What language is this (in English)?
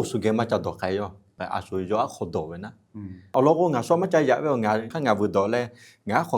Lahu